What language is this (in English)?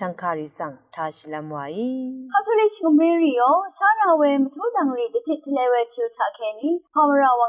Rawang